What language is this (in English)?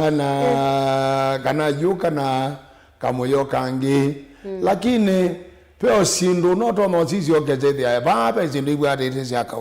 Kamba